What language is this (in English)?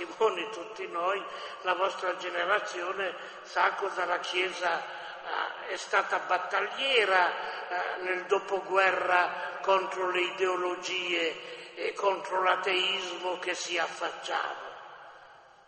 Italian